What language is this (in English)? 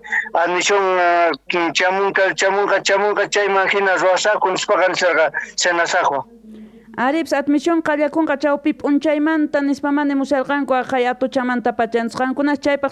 Quechua